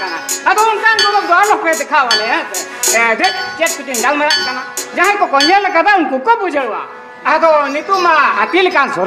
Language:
Santali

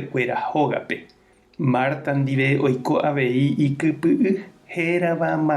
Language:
Guarani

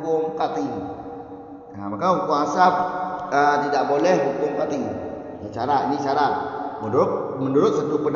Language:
Malay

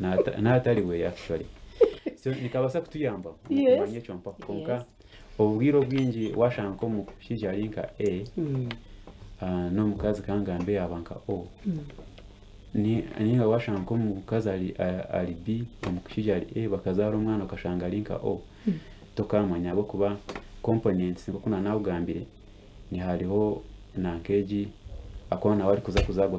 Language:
Nyankole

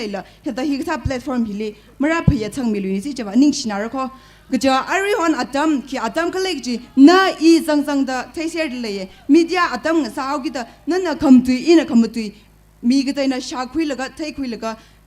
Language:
Tangkhul Naga (India)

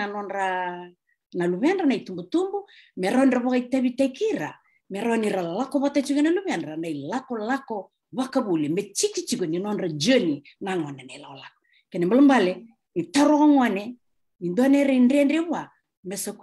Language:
Fijian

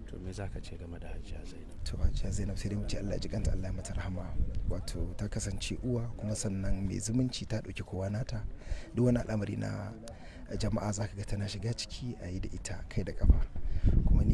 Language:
Hausa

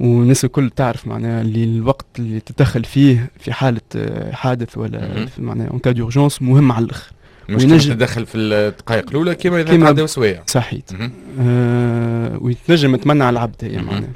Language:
Tunisian Arabic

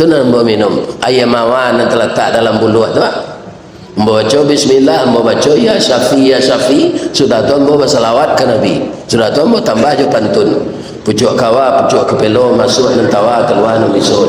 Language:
Minangkabau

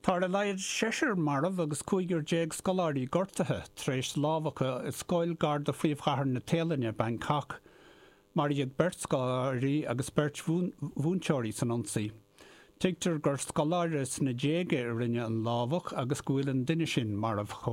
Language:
Irish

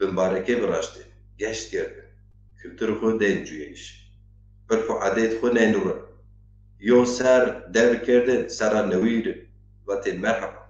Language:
Zaza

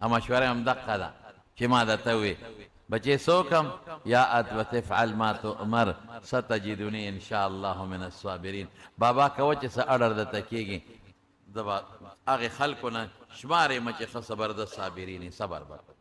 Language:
Pashto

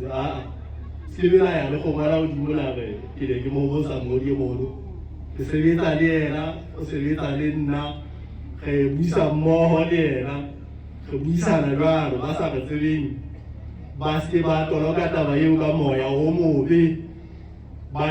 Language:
Southern Sotho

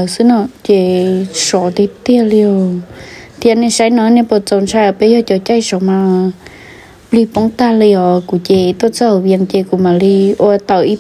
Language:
Hmong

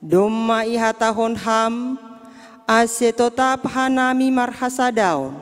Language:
Batak Simalungun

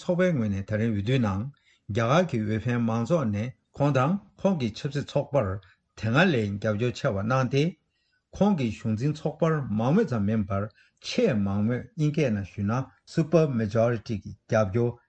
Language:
Tibetan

